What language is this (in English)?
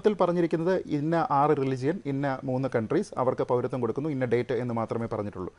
Malayalam